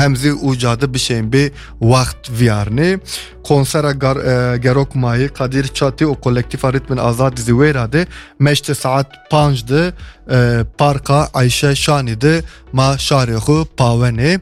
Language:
Kurdish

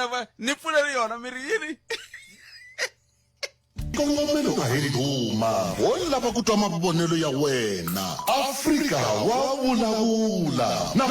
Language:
Tsonga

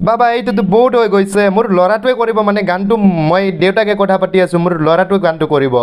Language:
Assamese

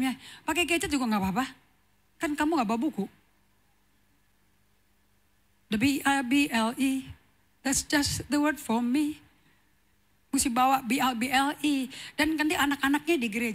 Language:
Indonesian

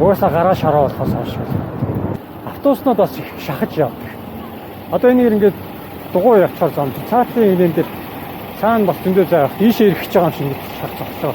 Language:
Mongolian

